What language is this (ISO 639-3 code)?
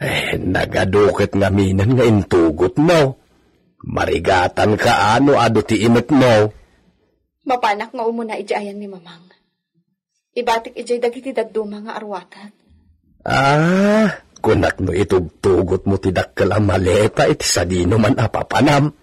ilo